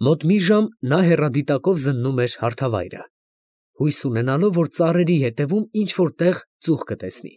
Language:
Armenian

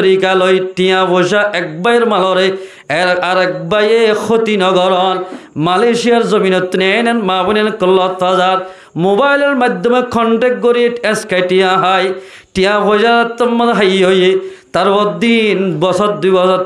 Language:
Rohingya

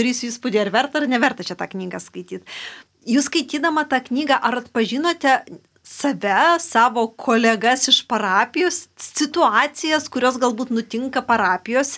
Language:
Lithuanian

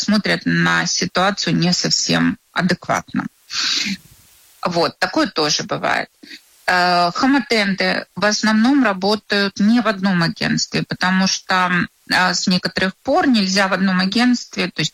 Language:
Russian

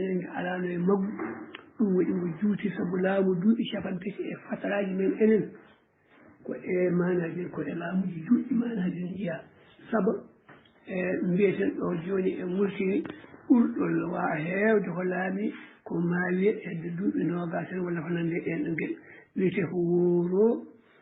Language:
Fula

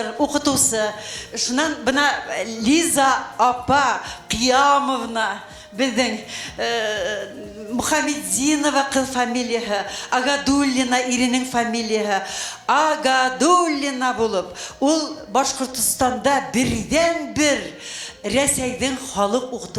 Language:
Bashkir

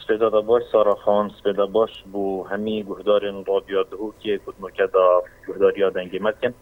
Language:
Kurdish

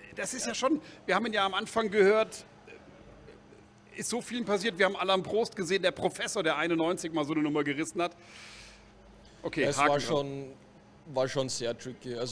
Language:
German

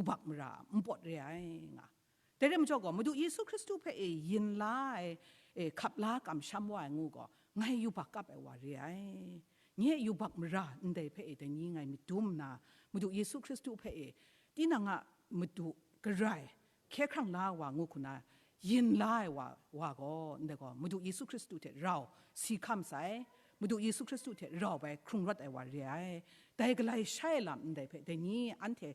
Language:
Kachin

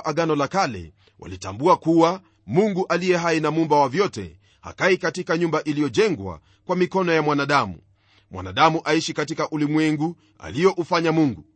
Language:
Swahili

